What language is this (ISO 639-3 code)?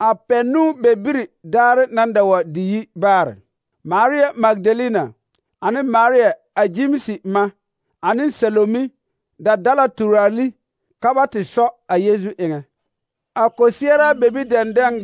dga